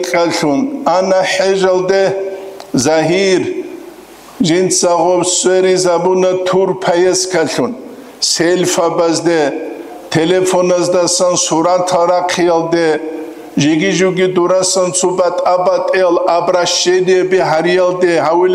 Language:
Avaric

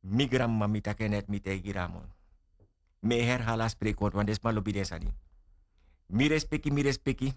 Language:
Sranan Tongo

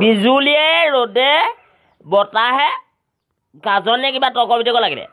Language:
Assamese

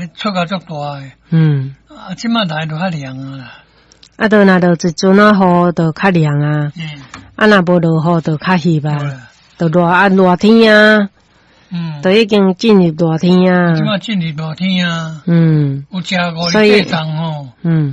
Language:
Min Nan Chinese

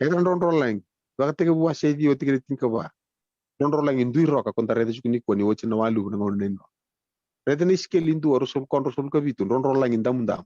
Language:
Fijian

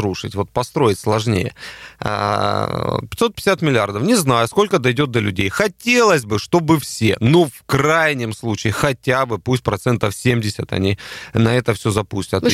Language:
Russian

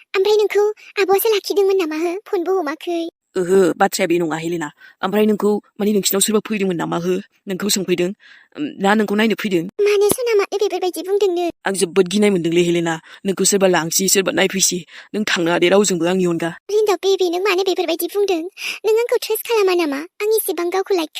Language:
Bodo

